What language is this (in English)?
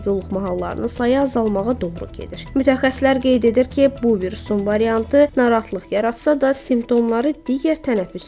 Azerbaijani